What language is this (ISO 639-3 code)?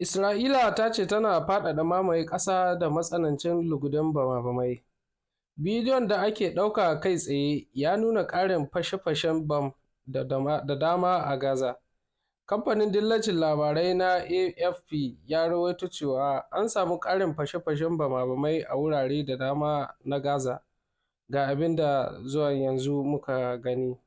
hau